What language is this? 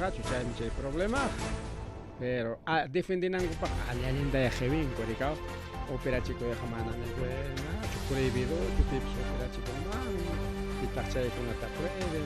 Ayacucho Quechua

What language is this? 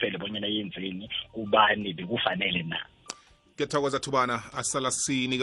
South Ndebele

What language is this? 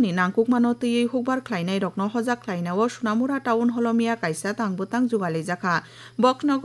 Kok Borok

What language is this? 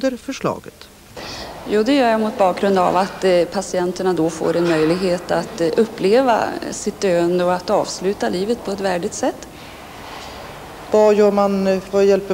Swedish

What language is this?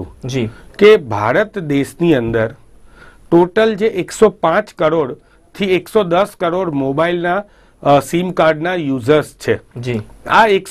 Gujarati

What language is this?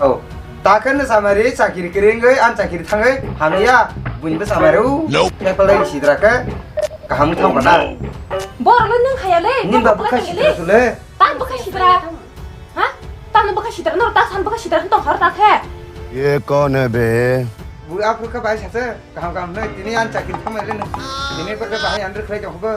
Kok Borok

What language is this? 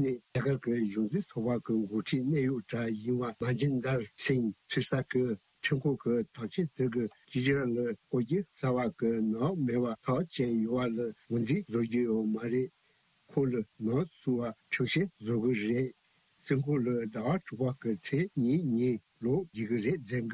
Tibetan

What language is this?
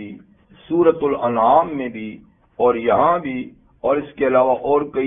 Urdu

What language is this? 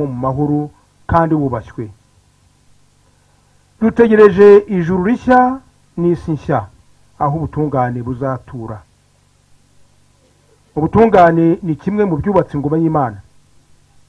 Kinyarwanda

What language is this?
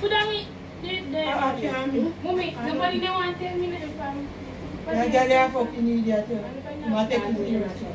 Jamaican Creole English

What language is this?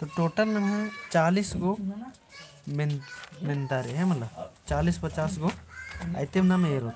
Kurukh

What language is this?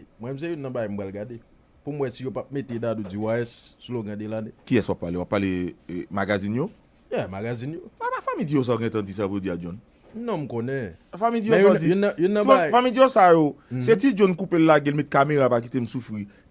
Haitian Creole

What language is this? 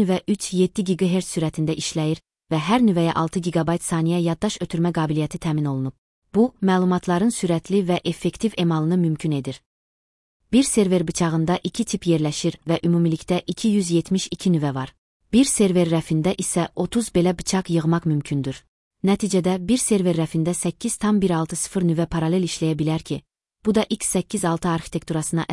Azerbaijani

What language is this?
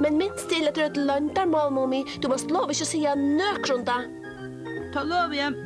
Faroese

